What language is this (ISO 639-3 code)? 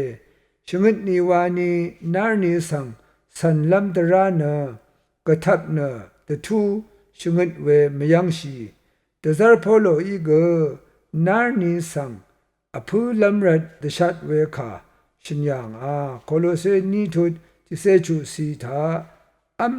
raw